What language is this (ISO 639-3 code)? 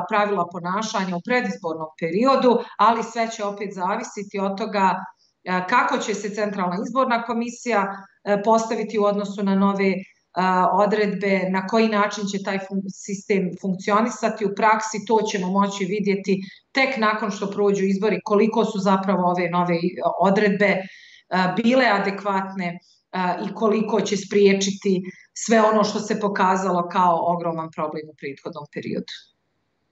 bos